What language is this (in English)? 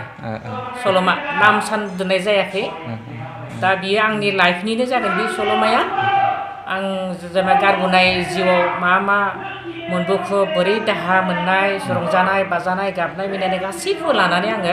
Bodo